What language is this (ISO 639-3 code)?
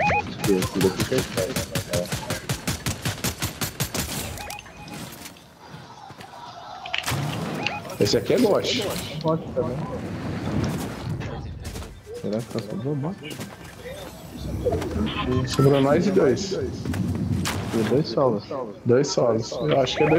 por